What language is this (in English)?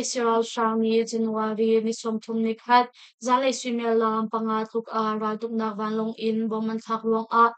Hakha Chin